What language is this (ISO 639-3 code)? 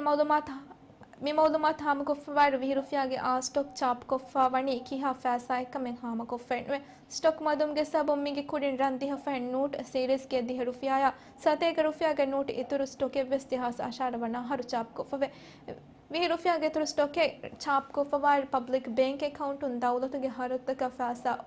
div